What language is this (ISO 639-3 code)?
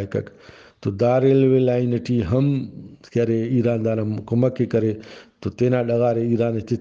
brh